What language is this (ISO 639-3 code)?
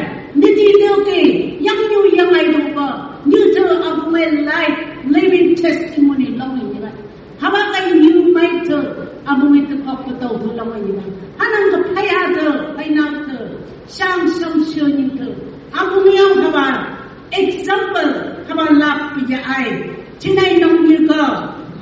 nph